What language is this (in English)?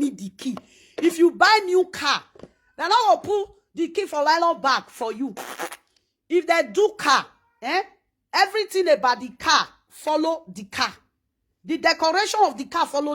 Nigerian Pidgin